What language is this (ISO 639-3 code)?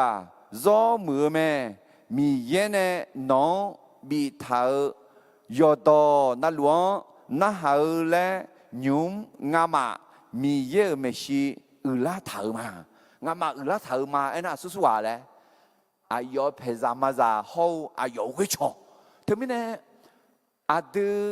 ahk